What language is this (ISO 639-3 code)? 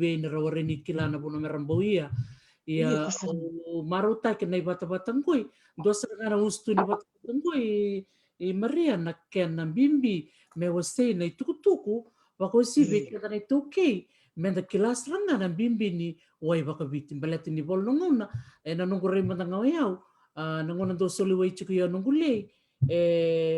fij